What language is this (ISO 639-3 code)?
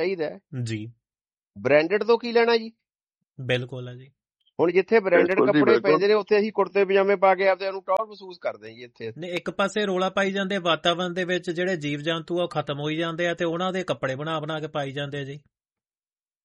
pan